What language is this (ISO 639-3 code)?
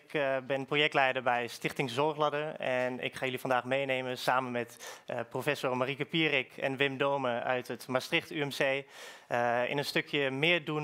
nld